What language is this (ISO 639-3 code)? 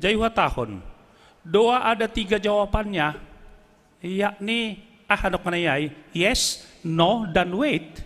bts